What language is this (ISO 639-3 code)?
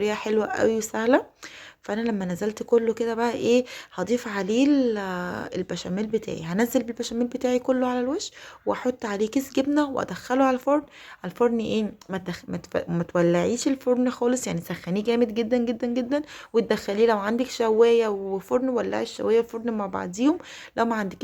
arz